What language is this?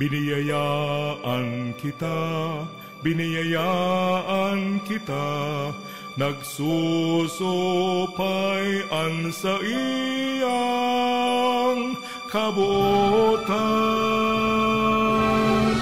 Bikol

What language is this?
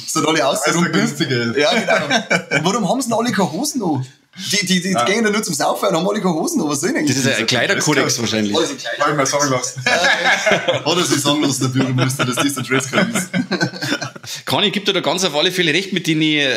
Bavarian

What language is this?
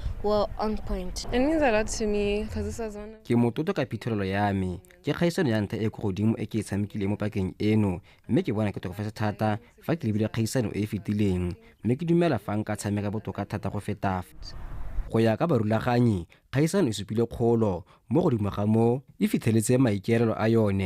Tswana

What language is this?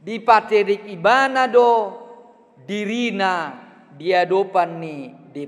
Batak Toba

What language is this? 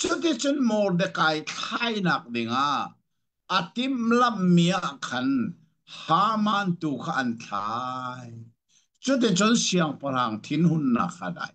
Hakha Chin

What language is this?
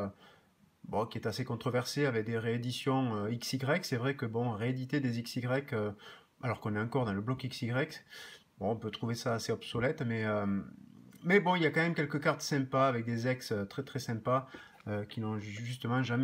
French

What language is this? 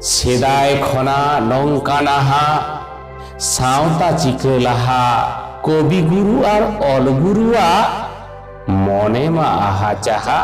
Santali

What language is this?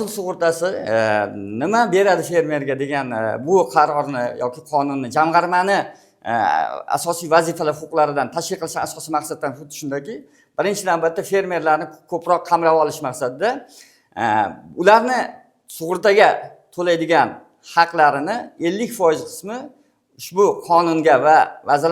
Uzbek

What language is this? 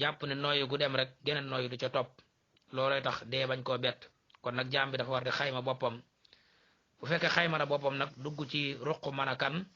Wolof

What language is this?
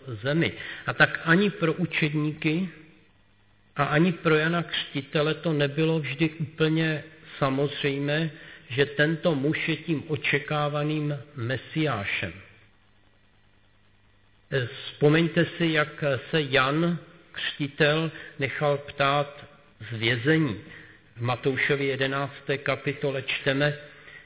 Czech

